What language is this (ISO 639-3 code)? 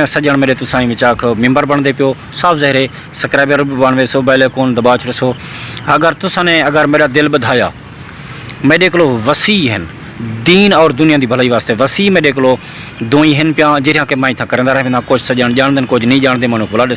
skr